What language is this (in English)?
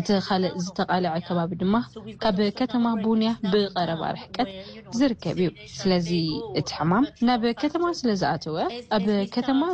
Tigrinya